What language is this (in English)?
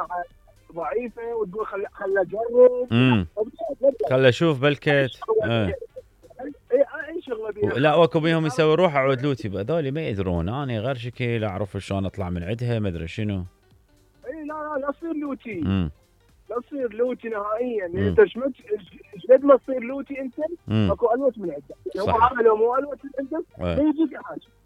Mesopotamian Arabic